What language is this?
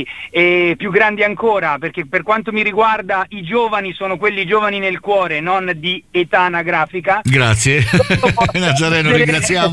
Italian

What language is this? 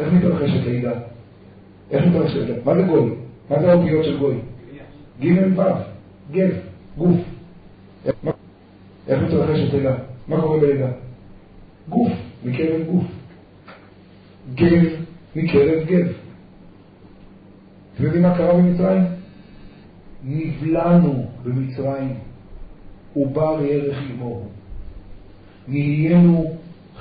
Hebrew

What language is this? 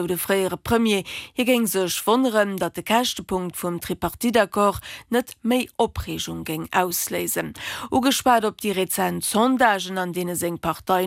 Luxembourgish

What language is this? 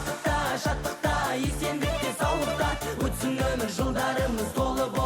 Kara-Kalpak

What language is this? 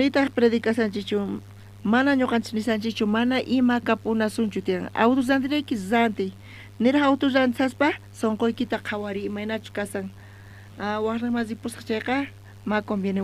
South Bolivian Quechua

